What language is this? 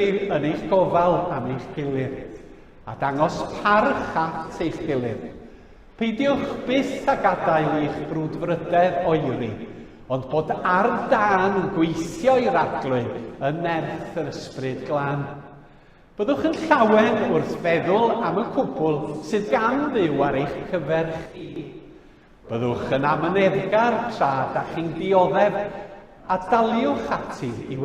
Welsh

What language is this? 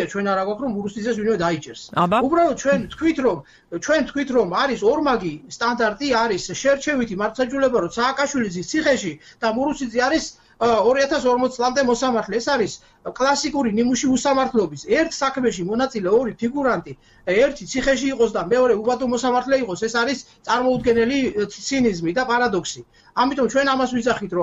Georgian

